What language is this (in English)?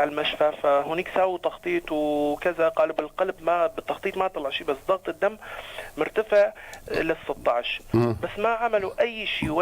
North Levantine Arabic